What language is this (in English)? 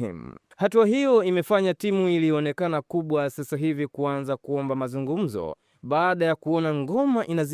Swahili